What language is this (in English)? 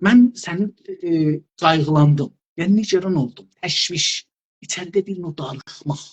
South Azerbaijani